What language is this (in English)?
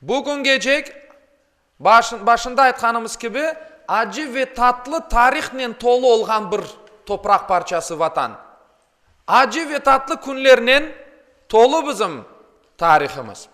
Crimean Tatar